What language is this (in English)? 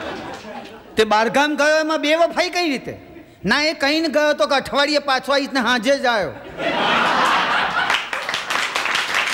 Gujarati